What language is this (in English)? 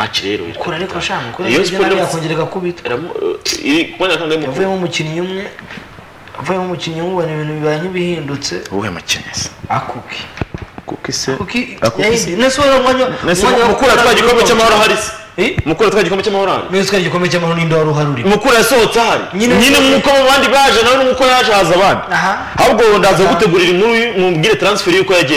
Kinyarwanda